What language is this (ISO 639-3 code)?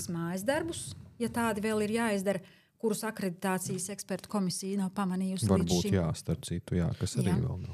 lav